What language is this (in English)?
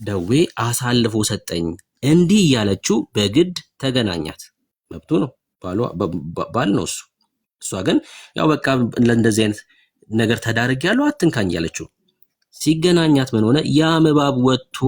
Amharic